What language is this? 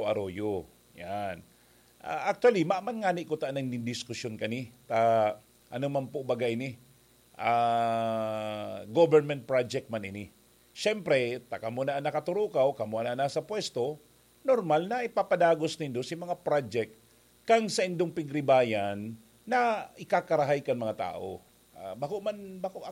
Bikol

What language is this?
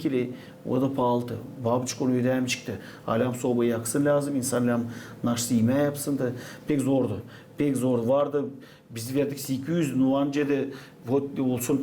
Gagauz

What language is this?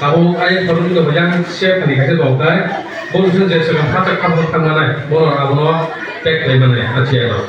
Kok Borok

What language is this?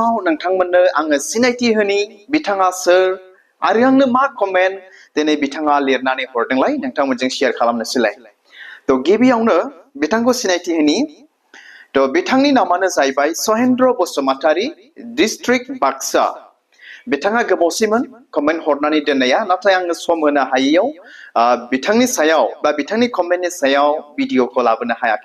Bodo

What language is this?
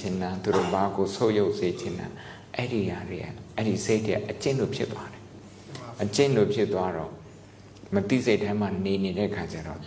Burmese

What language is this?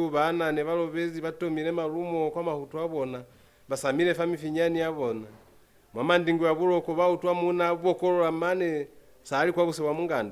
Lozi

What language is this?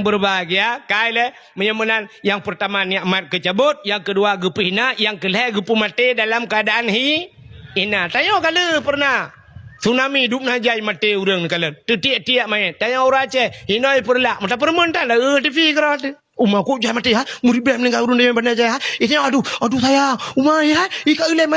Achinese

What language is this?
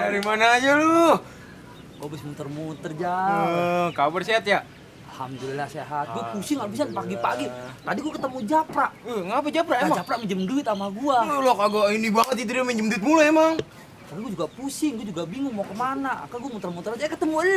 Betawi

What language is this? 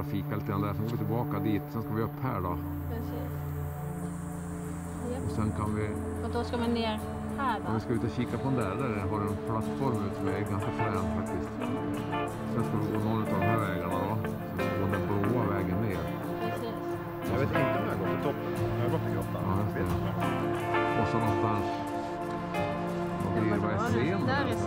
Swedish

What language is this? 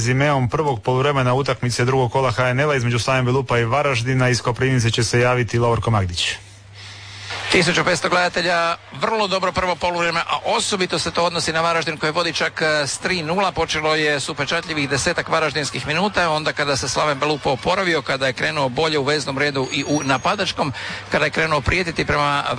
Croatian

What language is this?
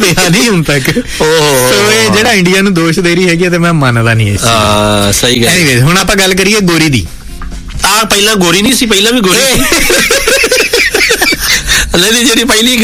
Punjabi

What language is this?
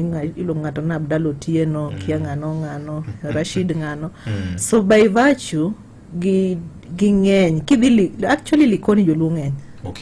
Luo (Kenya and Tanzania)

